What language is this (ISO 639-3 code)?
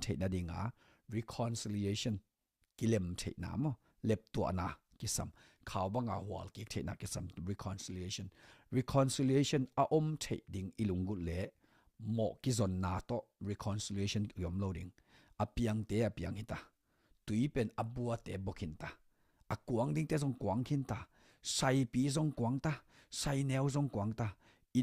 ctd